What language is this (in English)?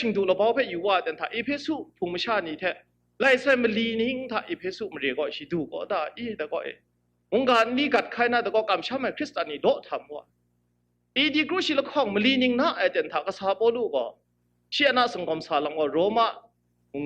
Kachin